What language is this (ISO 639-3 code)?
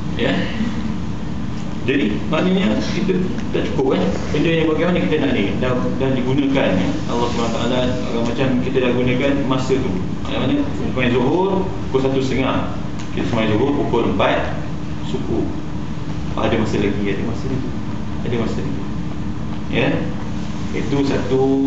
msa